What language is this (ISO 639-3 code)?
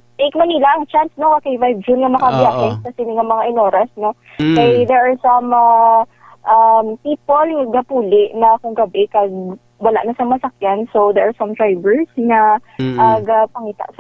hil